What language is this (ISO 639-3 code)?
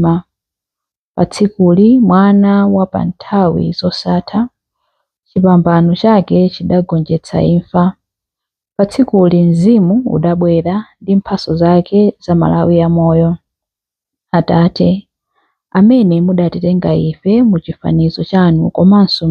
nya